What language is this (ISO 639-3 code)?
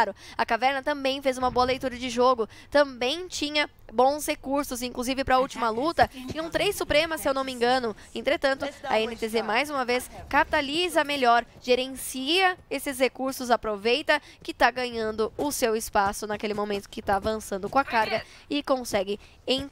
por